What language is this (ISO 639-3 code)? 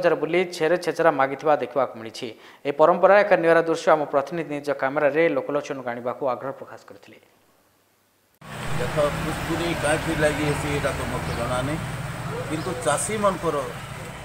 ori